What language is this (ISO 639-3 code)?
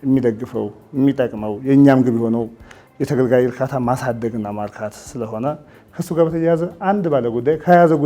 amh